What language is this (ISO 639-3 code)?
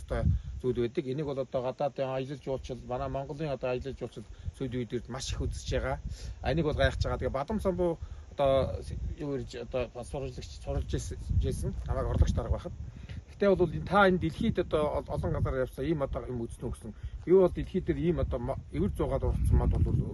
mon